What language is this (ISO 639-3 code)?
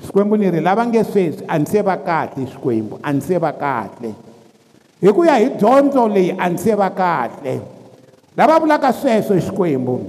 tso